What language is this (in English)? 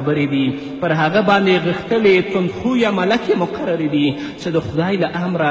Pashto